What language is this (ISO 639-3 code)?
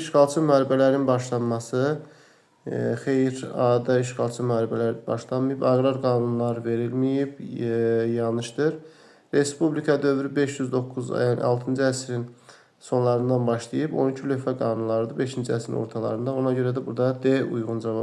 aze